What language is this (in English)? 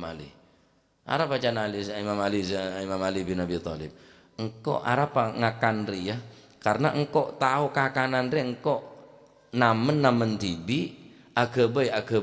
Madurese